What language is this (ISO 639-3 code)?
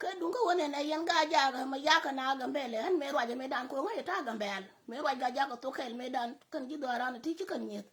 nus